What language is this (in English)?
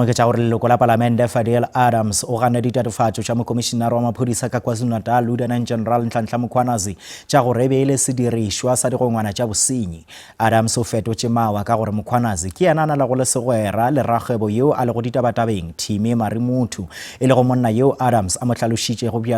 Northern Sotho